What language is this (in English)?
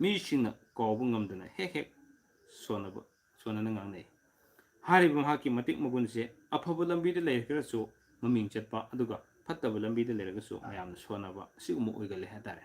Manipuri